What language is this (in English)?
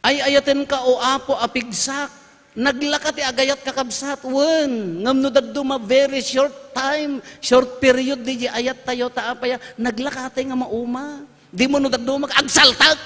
Iloko